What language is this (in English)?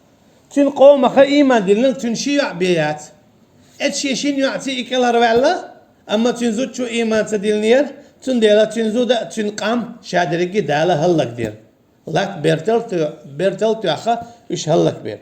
Chechen